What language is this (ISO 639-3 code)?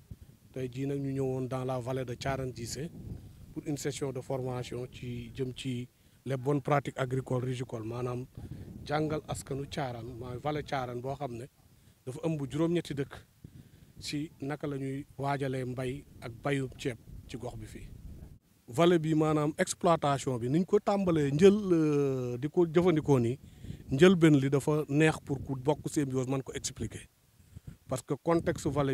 wol